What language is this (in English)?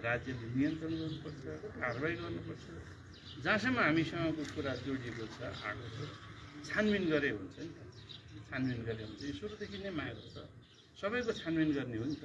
Nepali